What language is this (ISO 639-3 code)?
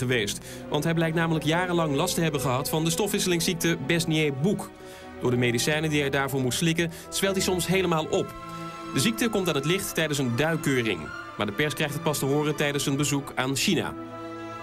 nld